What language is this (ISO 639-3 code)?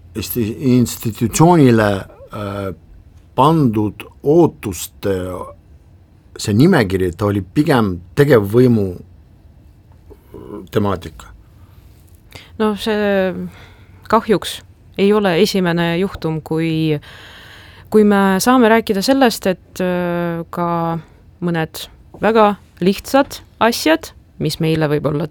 est